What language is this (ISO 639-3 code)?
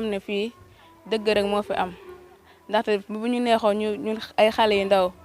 wol